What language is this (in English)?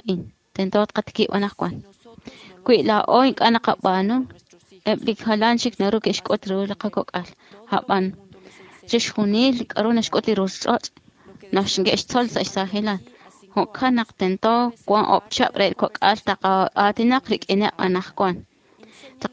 Kekchí